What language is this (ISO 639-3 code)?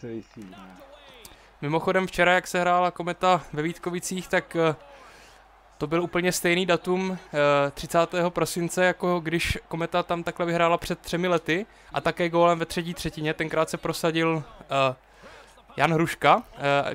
ces